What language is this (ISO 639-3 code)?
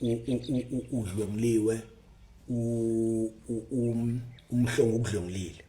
zul